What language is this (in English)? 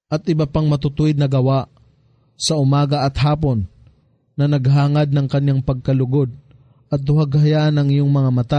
Filipino